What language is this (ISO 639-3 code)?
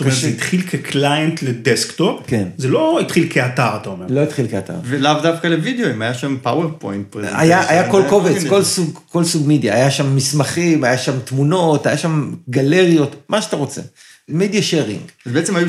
heb